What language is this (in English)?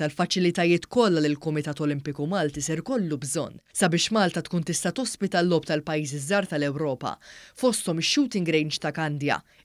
Maltese